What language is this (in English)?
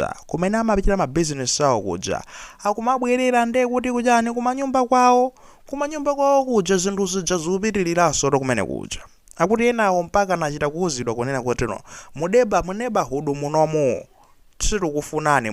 Nyanja